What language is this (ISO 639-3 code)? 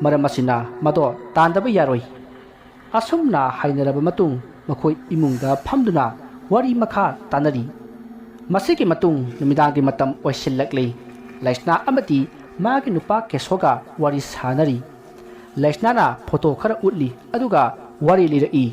mni